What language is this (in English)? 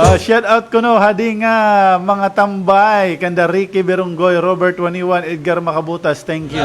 Waray